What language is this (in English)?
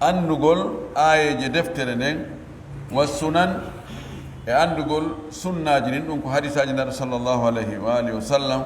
Pular